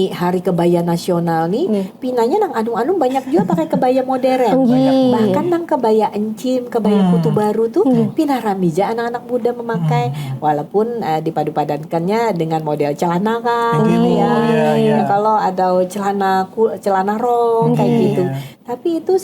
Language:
Banjar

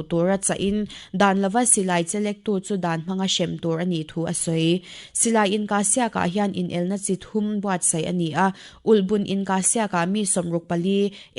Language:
Mizo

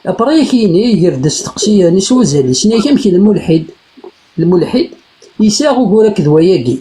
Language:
Kabyle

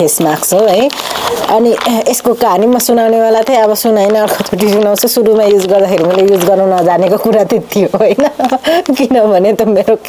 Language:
Nepali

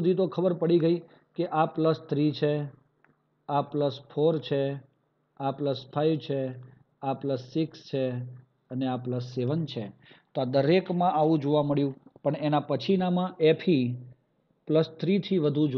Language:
Gujarati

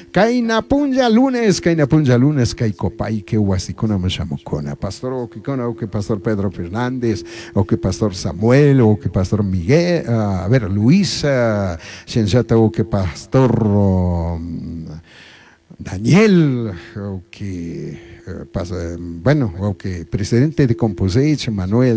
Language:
Chimborazo Highland Quichua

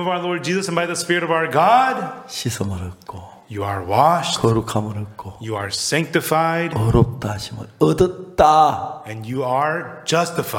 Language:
Korean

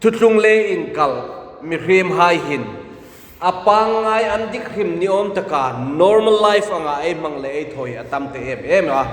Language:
Hmar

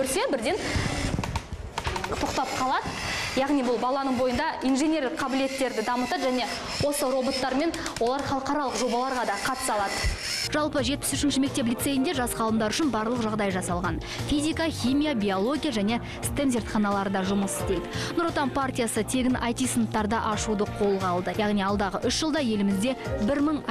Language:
Kazakh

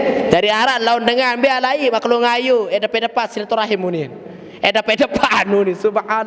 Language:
Sasak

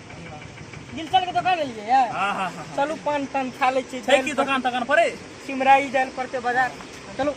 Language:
Maithili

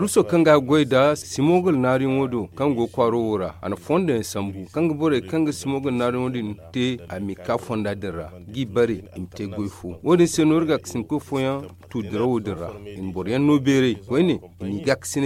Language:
Zarma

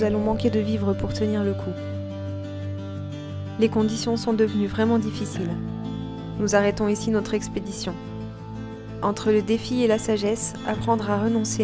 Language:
French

